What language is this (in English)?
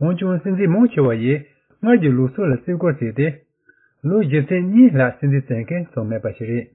Tibetan